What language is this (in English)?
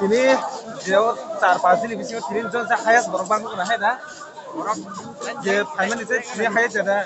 Kok Borok